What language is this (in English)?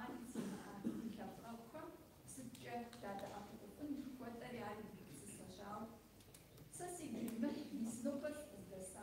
Kabardian